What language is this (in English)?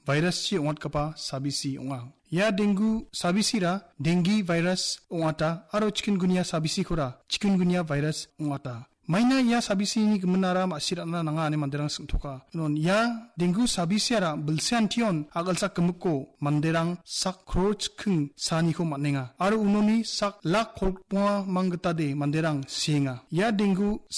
Garo